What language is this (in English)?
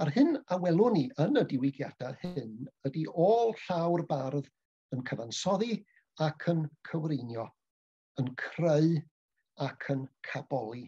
Welsh